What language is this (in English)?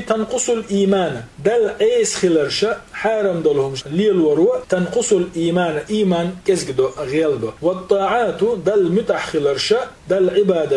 Chechen